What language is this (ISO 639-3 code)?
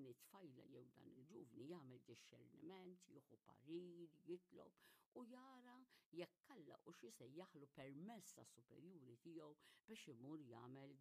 mlt